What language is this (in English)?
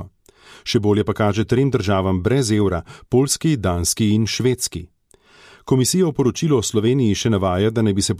Slovenian